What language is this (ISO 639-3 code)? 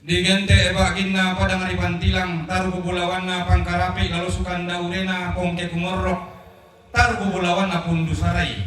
sda